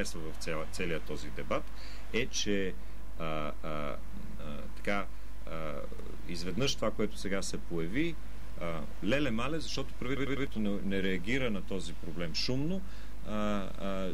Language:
Bulgarian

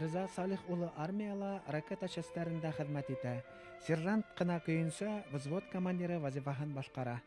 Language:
Bashkir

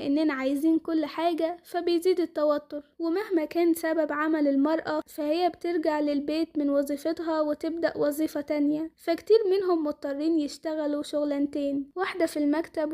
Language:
Egyptian Arabic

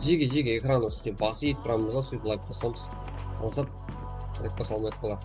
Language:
Kara-Kalpak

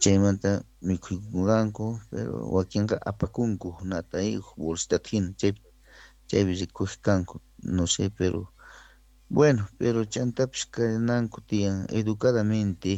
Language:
South Bolivian Quechua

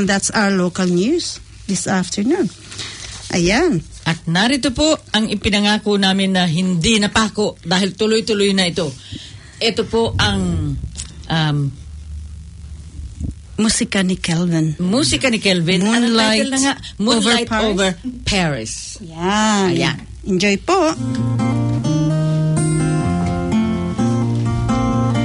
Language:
Filipino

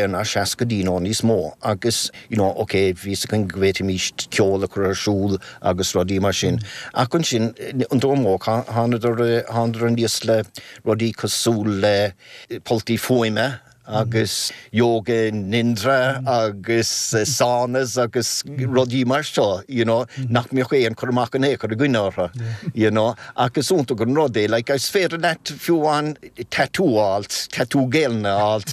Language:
Irish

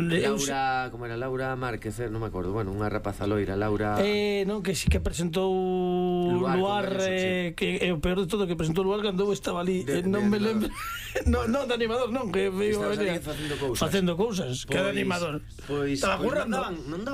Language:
Galician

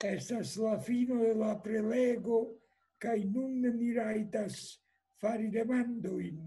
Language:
Esperanto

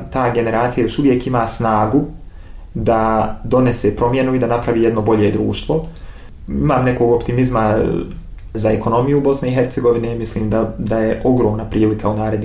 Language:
Bosnian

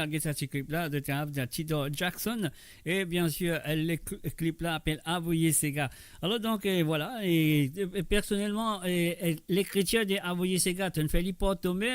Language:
Morisyen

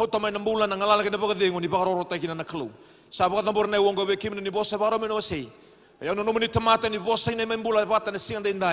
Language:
Fijian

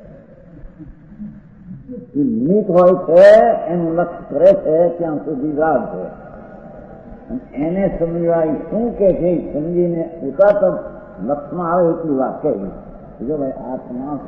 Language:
Gujarati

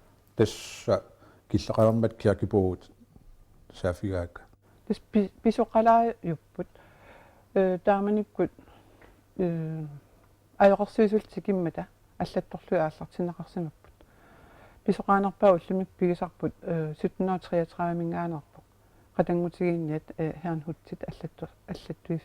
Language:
Kalaallisut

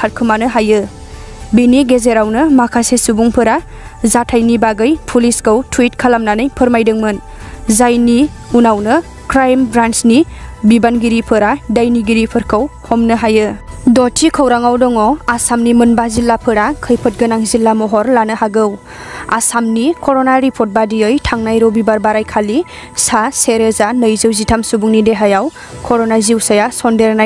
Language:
Bodo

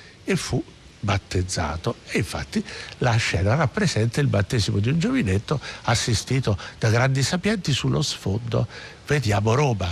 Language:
Italian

